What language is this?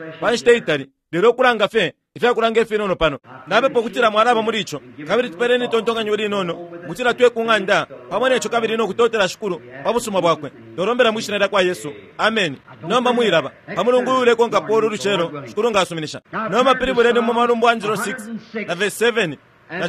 Bemba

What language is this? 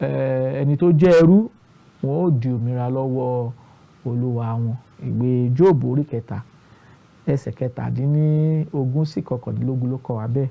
Yoruba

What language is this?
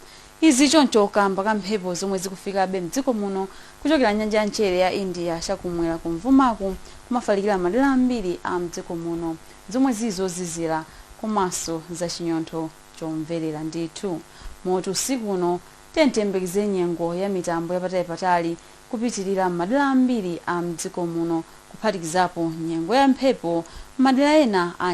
Nyanja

